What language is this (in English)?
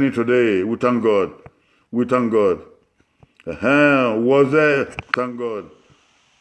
Bini